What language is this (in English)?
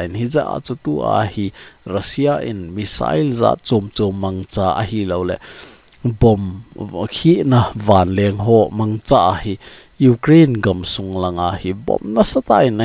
Thado Chin